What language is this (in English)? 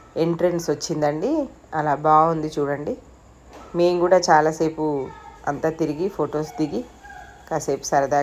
Telugu